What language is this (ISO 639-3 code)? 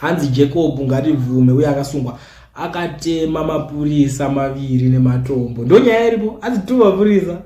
sna